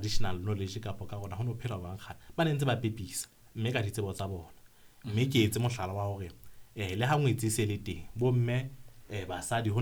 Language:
Southern Sotho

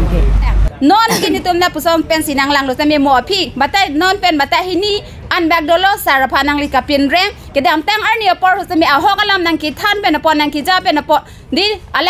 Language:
Karbi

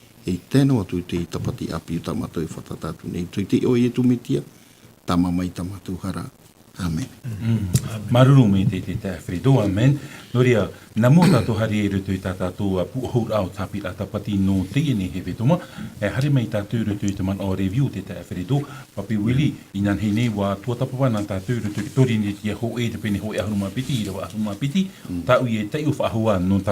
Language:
Tahitian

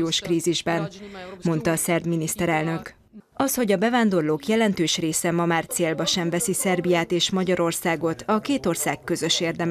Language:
Hungarian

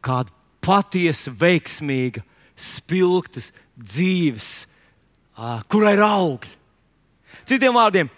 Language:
Latvian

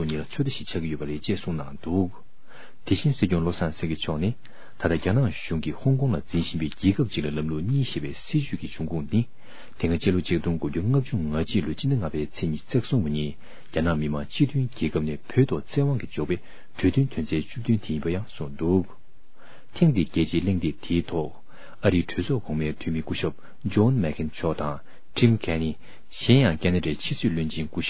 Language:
Tibetan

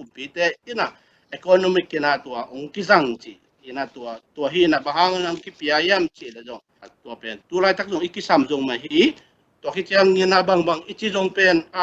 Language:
Tedim Chin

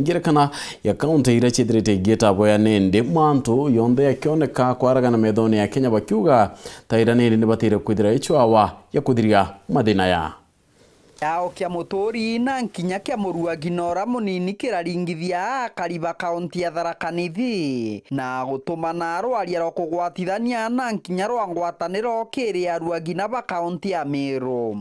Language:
Meru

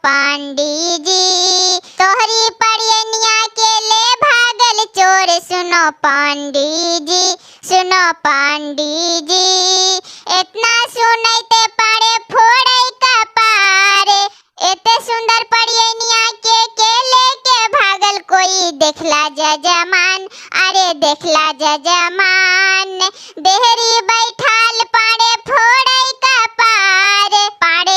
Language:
Bhojpuri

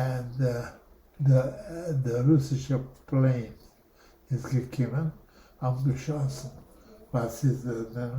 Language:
Yiddish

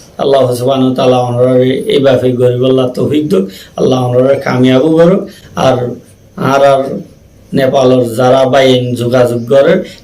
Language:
Rohingya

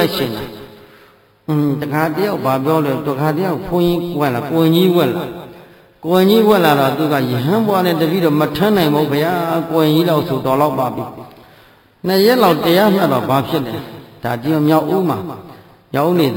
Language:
Burmese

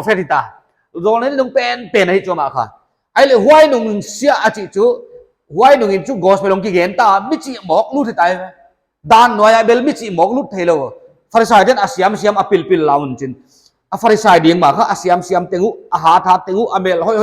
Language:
Paite Chin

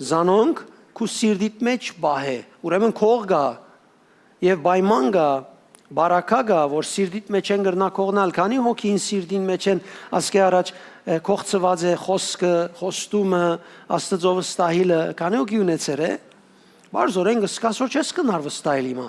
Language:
Western Armenian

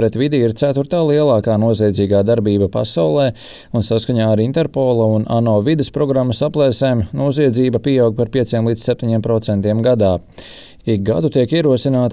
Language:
Latvian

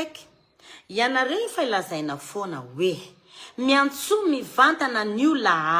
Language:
Malagasy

